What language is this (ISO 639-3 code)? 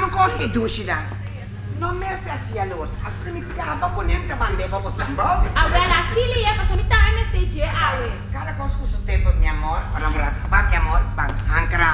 pap